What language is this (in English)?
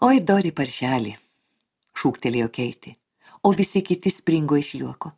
Lithuanian